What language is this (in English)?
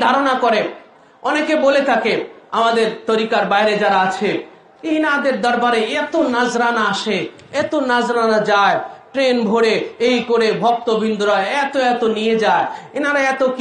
Bangla